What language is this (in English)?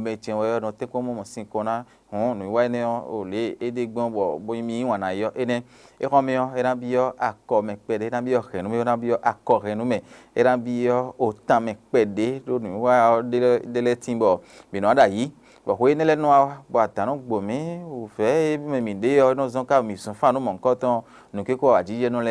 Fon